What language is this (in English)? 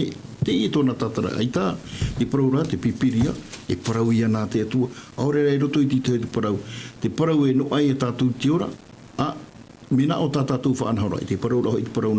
Tahitian